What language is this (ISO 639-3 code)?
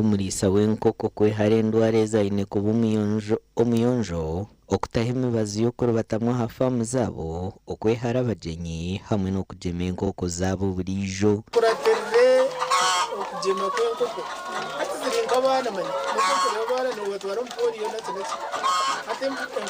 nyn